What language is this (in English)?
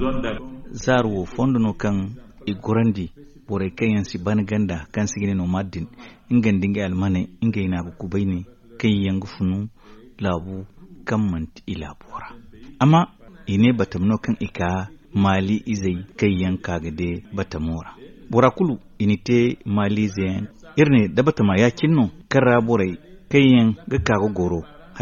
Zarma